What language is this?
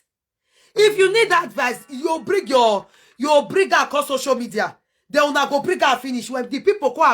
Nigerian Pidgin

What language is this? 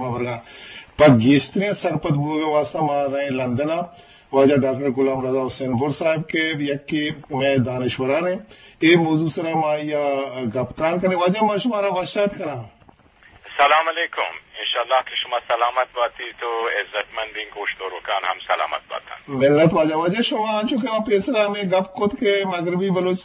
Eastern Balochi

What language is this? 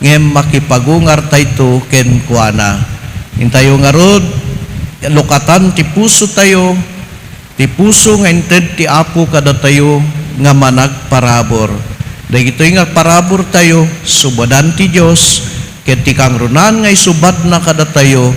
Iloko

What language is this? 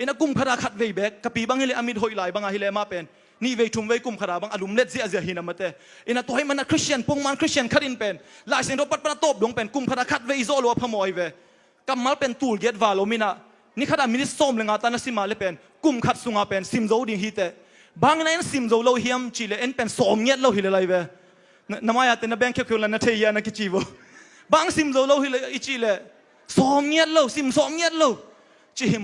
Tedim Chin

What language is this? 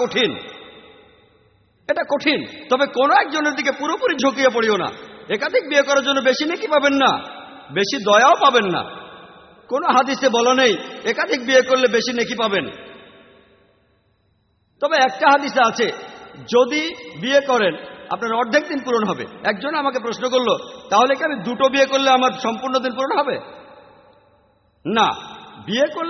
Bangla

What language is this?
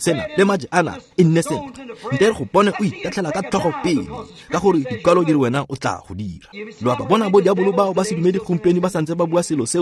Tswana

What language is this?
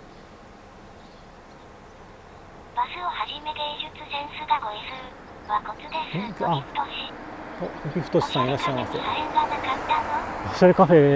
Japanese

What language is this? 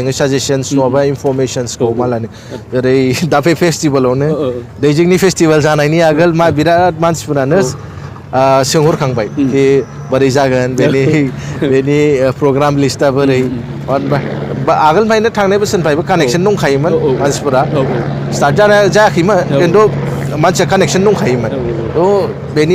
Bodo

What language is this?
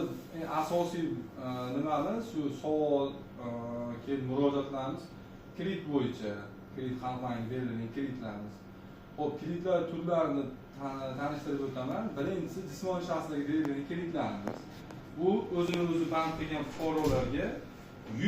Uzbek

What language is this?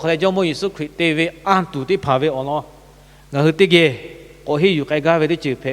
Lahu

